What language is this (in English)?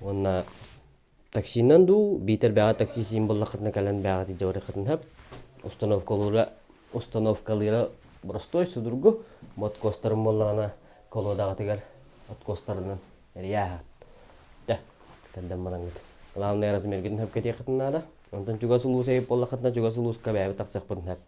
Yakut